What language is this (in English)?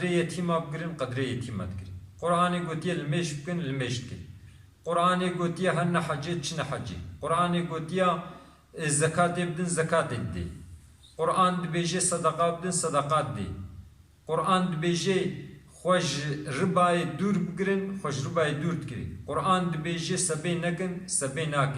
Kurdish